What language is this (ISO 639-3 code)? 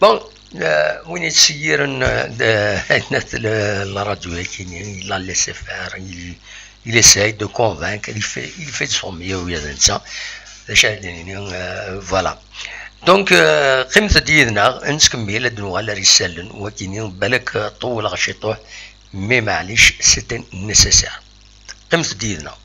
kab